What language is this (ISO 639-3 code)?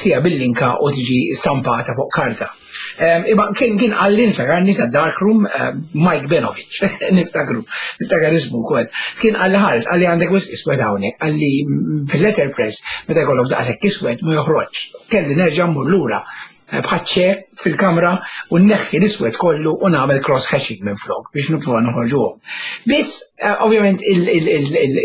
mlt